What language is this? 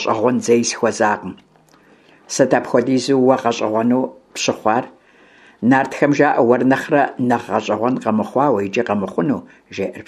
Kabardian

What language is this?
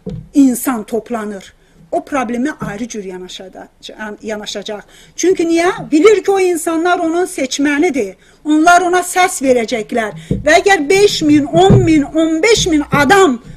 South Azerbaijani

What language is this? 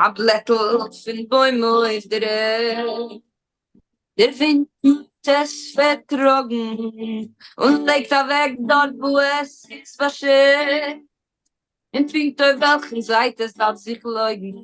Yiddish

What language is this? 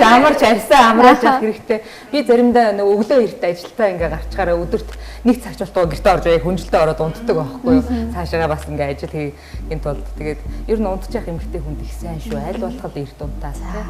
Mongolian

